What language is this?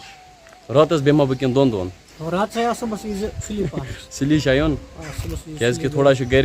Kashmiri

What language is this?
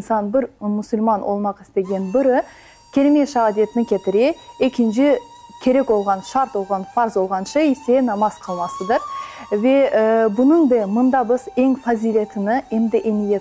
Crimean Tatar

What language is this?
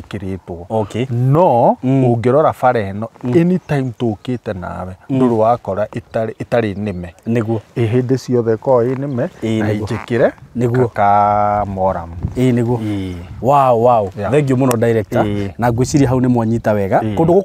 Kikuyu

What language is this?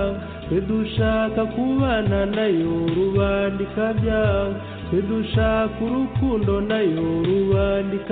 Kinyarwanda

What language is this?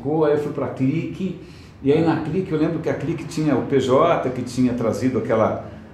Portuguese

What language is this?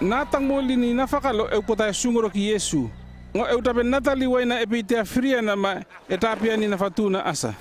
North Efate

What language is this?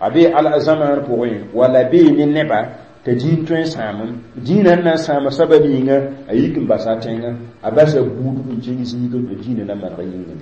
Mossi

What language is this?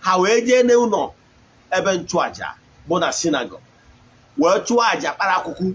Igbo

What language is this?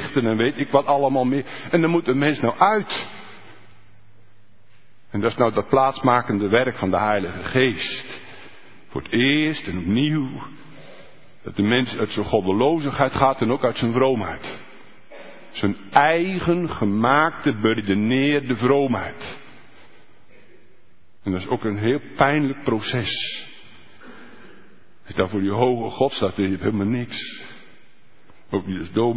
Dutch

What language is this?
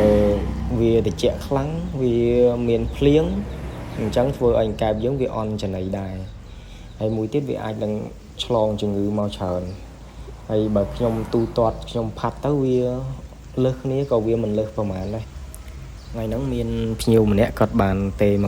Khmer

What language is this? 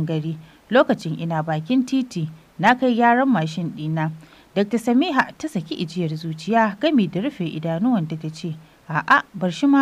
Hausa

